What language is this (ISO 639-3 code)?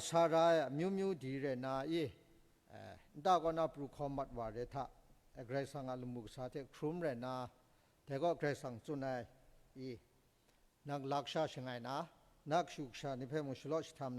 kac